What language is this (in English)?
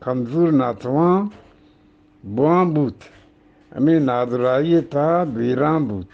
Eastern Balochi